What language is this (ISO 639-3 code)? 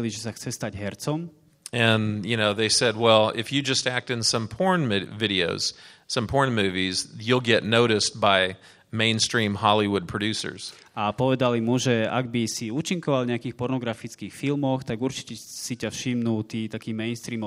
slk